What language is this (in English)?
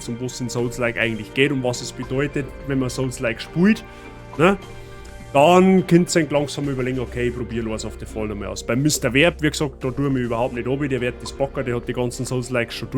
Bavarian